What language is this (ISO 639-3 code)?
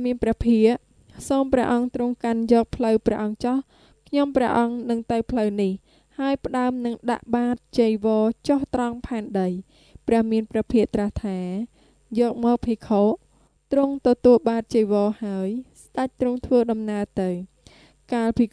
khm